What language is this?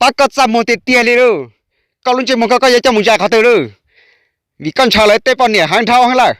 Hmong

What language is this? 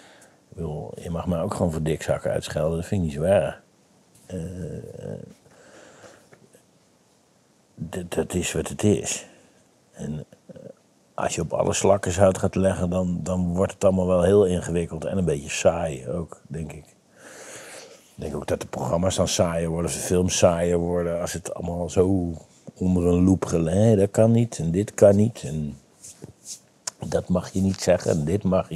Dutch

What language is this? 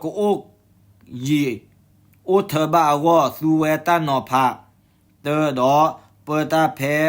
S'gaw Karen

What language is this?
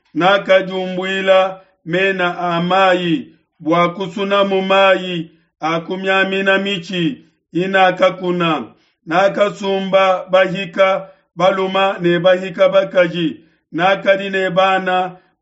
Luba-Lulua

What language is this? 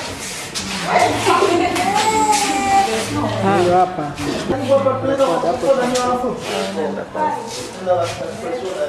Swahili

